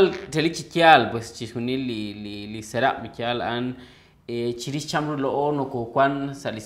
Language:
Kekchí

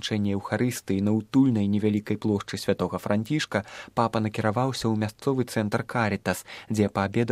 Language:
Belarusian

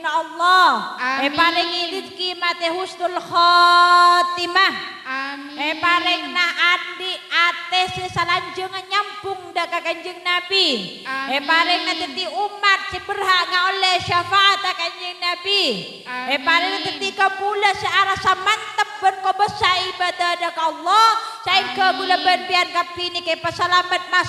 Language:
Madurese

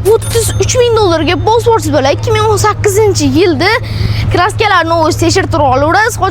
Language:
Uzbek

